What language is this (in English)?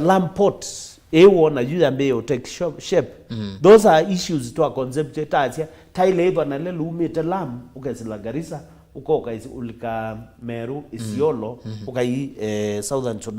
Kamba